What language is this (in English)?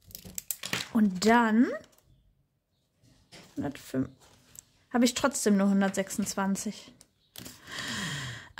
German